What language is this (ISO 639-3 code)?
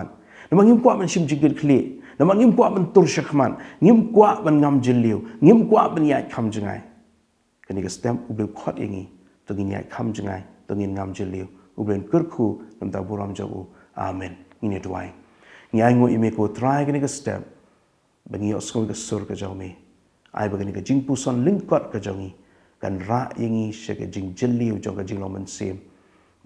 kha